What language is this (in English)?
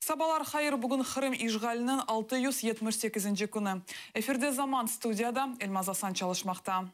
Crimean Tatar